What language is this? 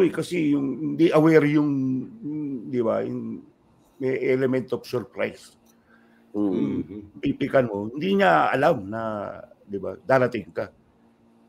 Filipino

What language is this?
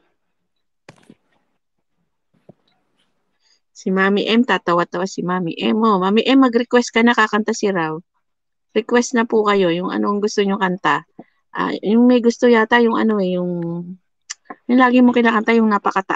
Filipino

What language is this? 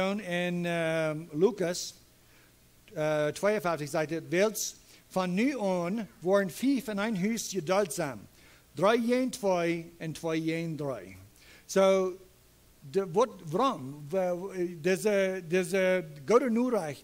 Plautdietsch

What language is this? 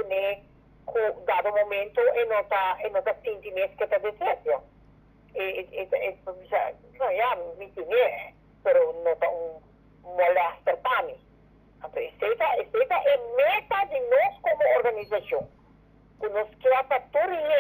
Papiamento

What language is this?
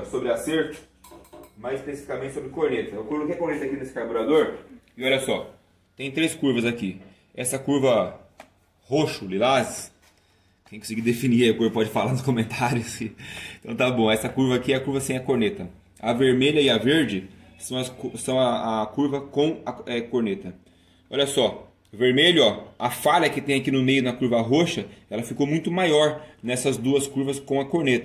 Portuguese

